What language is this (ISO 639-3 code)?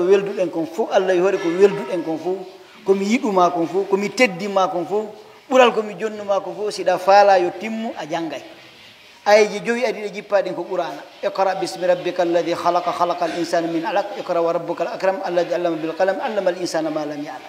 fuf